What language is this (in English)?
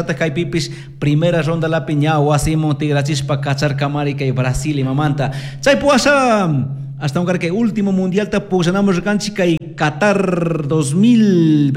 Chimborazo Highland Quichua